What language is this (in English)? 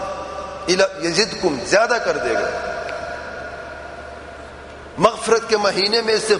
Urdu